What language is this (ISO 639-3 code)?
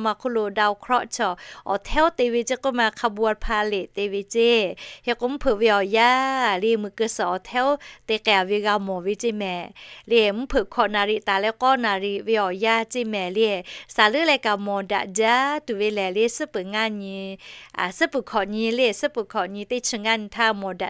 lhu